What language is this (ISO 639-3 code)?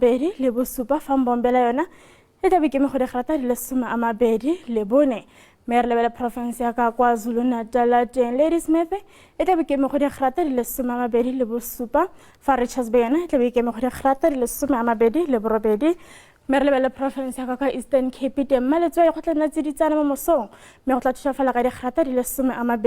tsn